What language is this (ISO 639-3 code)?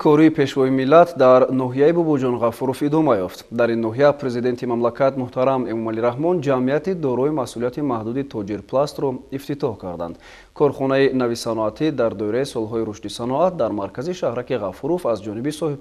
tgk